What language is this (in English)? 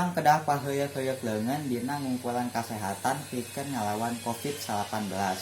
Sundanese